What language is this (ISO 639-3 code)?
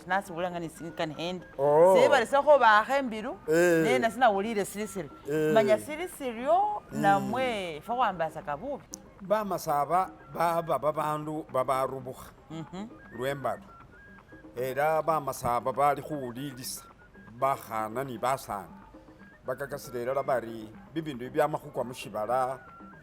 myx